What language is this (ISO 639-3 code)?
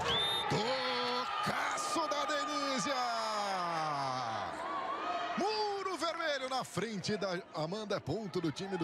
por